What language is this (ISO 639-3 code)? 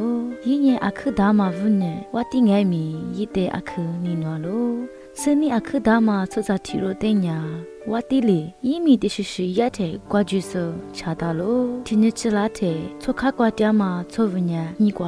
lis